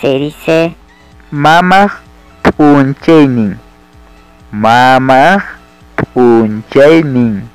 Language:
Ayacucho Quechua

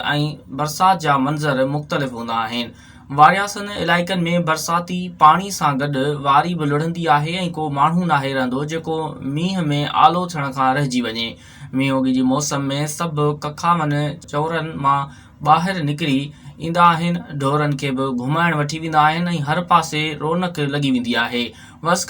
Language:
Sindhi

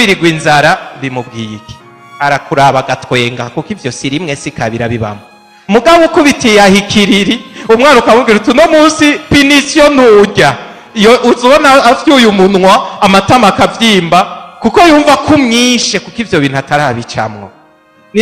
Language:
Rundi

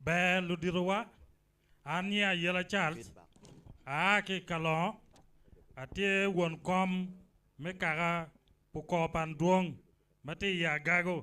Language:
Acoli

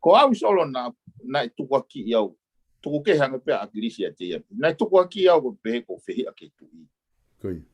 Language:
Tongan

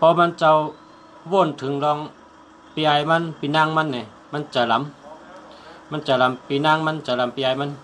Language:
Shan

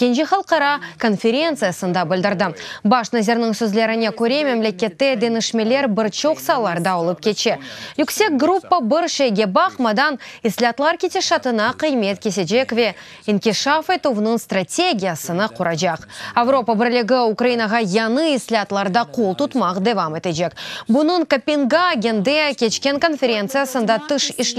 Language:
Crimean Tatar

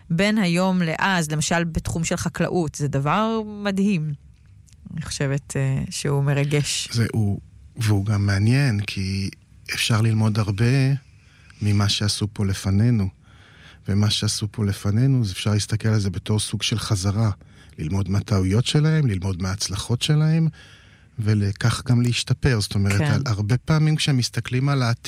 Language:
Hebrew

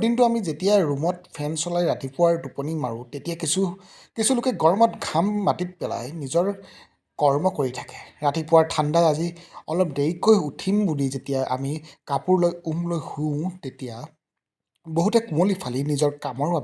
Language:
Assamese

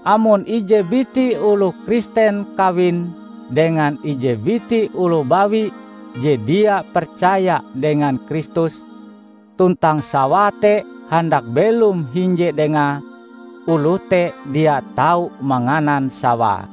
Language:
Ngaju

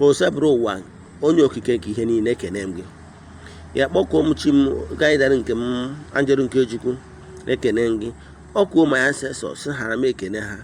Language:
Igbo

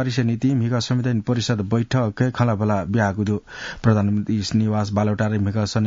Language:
Newari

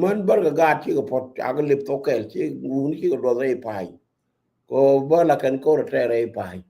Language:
Nuer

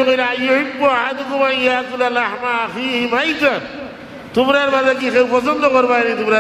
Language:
Sylheti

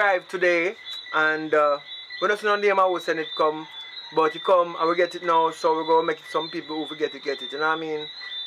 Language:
Jamaican Creole English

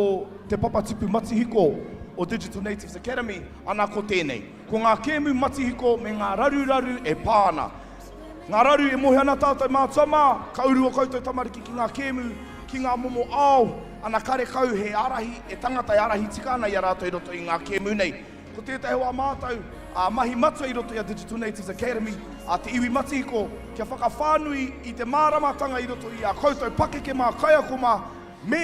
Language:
Māori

